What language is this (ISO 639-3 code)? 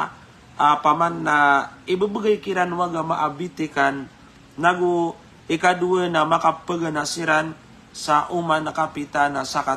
mrw